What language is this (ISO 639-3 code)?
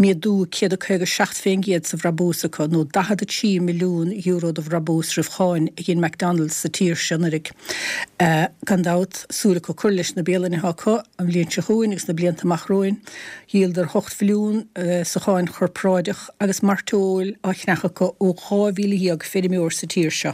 gle